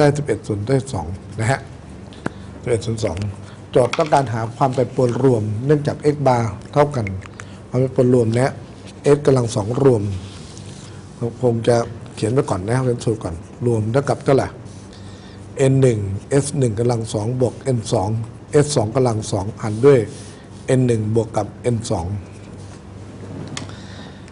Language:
Thai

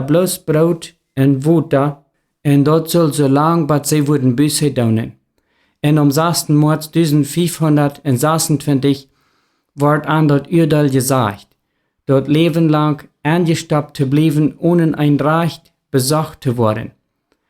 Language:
Plautdietsch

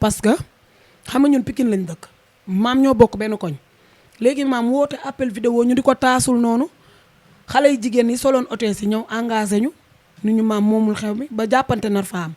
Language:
Wolof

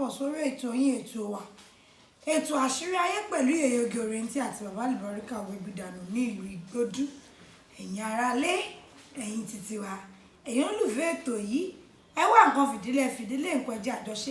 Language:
Yoruba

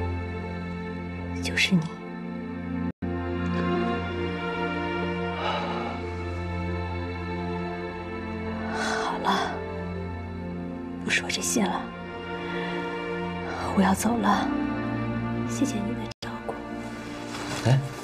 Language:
Chinese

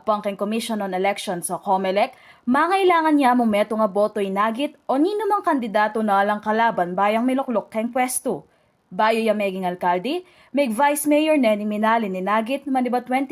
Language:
Pampanga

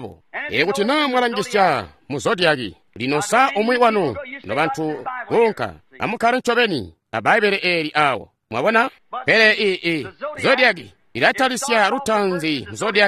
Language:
Tonga (Zambia)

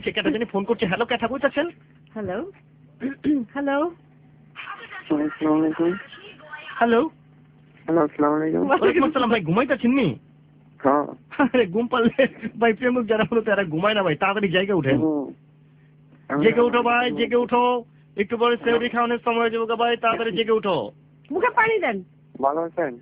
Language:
Bangla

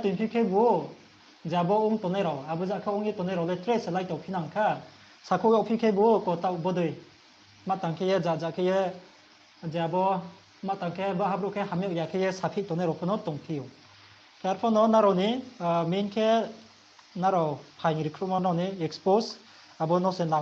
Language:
Riang (India)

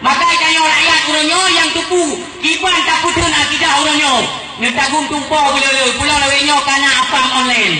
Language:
Achinese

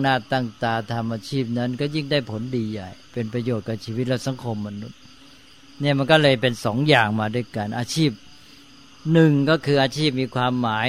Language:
Thai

